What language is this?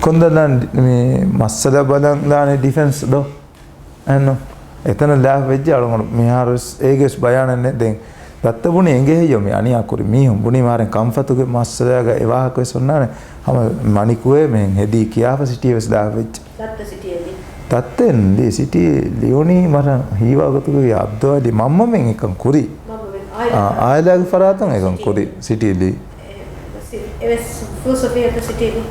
Divehi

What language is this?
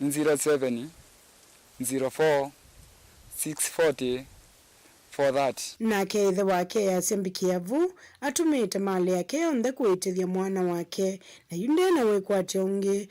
Kamba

